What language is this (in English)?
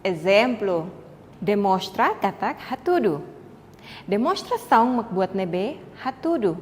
Tetum